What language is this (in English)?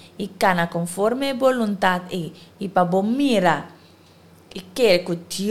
Papiamento